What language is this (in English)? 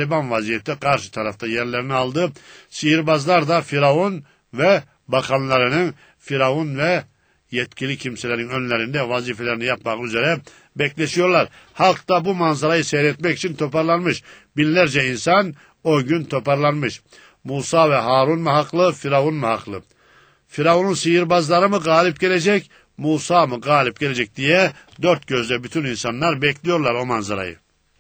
Turkish